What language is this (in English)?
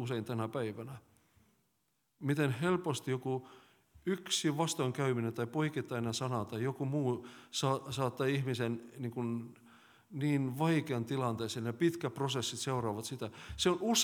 Finnish